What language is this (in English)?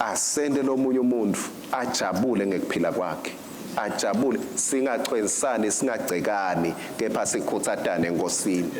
Swati